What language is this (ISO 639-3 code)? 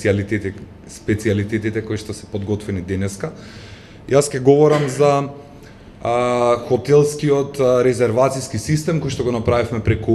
mkd